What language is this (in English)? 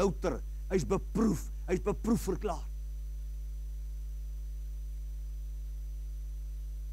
Afrikaans